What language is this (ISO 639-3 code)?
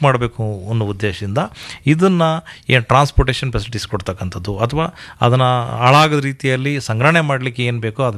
kan